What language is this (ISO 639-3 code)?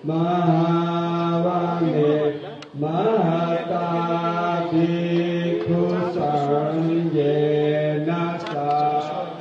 pli